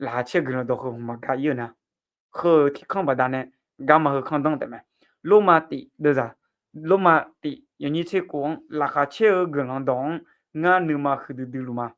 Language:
Akha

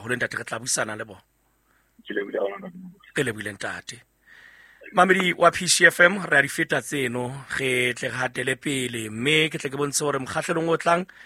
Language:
Southern Sotho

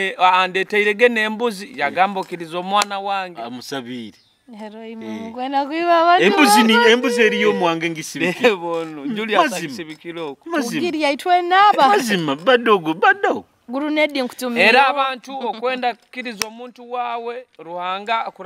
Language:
Nyoro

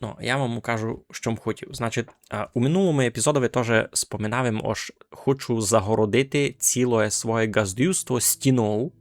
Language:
Rusyn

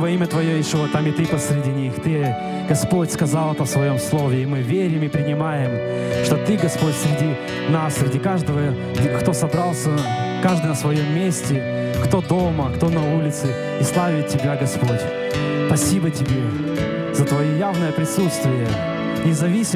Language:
Russian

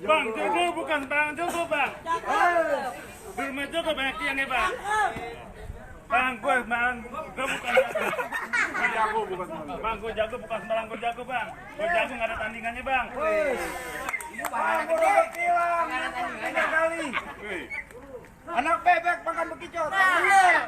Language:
Betawi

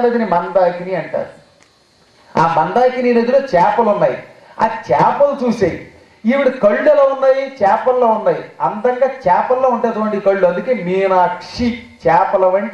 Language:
Telugu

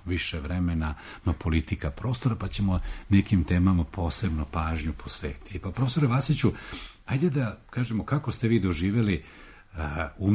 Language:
Serbian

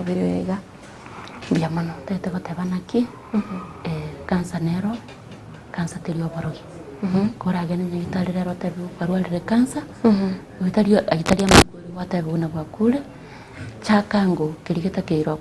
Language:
Gusii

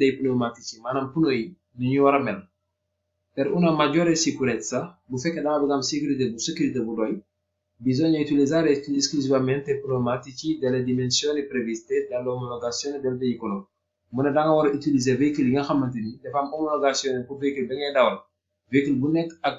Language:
Wolof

